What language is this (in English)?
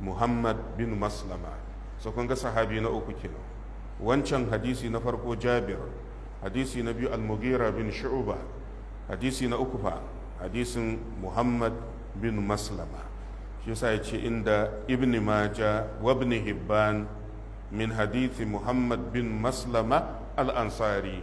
Hausa